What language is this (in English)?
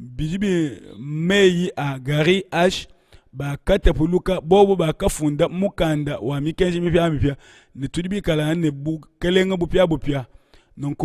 Luba-Lulua